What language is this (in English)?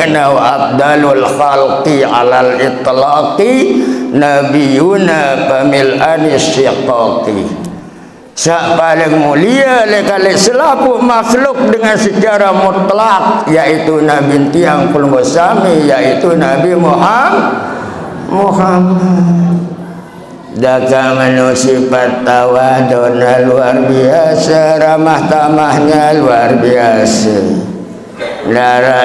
Sasak